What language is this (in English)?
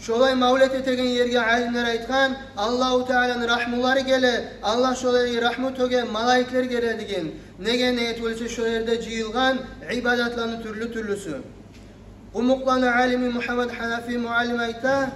Kumyk